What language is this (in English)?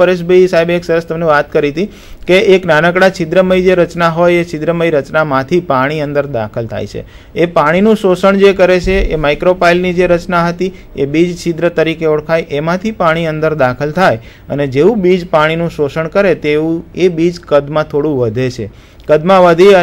Gujarati